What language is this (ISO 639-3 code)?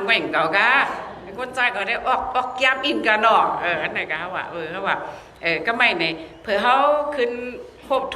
shn